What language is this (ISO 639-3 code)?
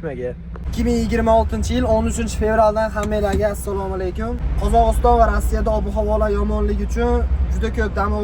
uzb